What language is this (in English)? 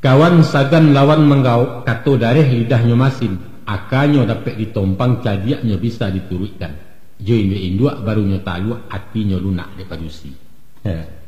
Minangkabau